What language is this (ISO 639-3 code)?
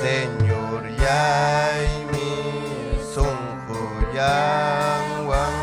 quy